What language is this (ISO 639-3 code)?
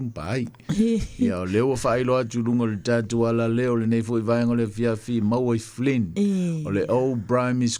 smo